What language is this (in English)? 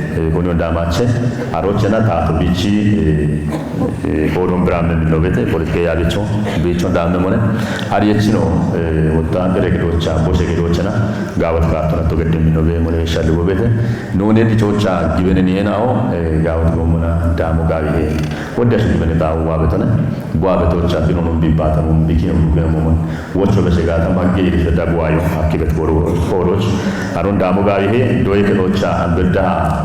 Kafa